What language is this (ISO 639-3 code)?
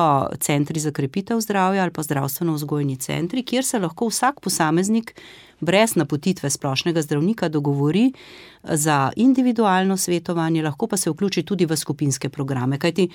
slv